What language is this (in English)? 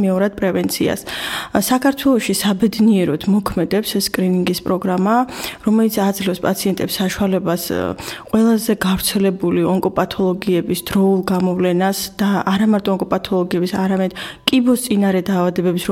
Georgian